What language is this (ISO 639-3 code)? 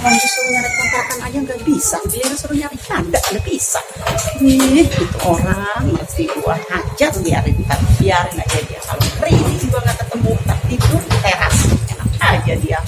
bew